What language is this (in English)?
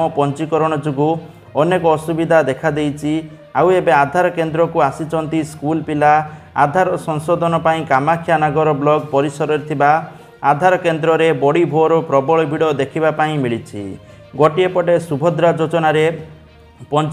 Odia